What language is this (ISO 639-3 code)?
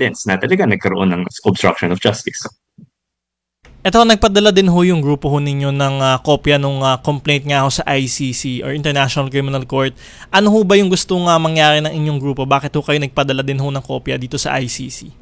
fil